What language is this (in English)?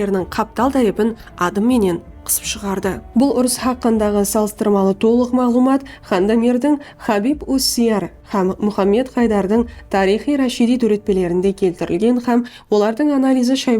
Kara-Kalpak